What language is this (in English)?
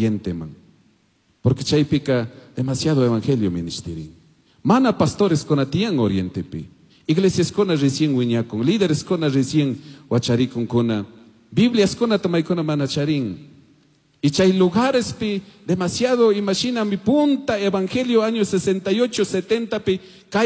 Chimborazo Highland Quichua